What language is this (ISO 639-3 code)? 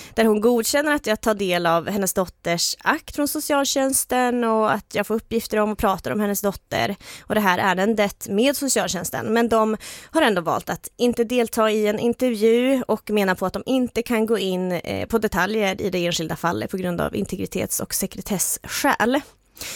swe